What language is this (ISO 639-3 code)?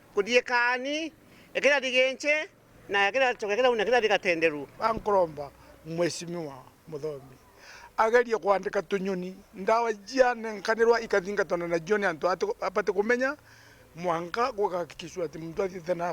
mer